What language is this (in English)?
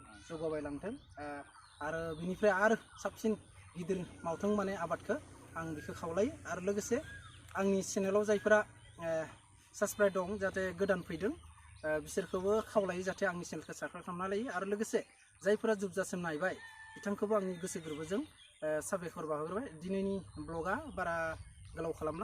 Bodo